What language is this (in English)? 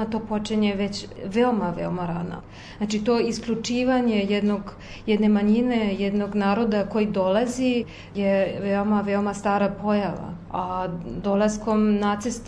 Serbian